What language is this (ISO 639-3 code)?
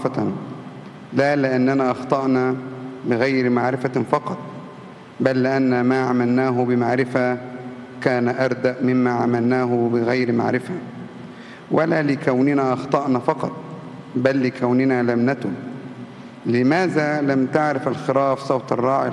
ara